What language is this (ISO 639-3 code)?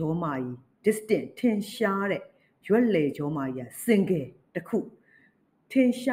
mya